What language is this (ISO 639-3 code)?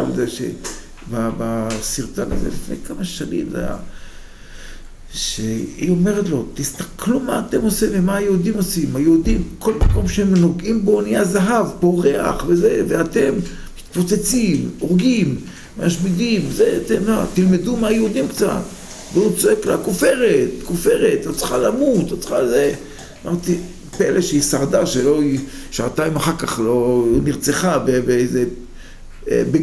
heb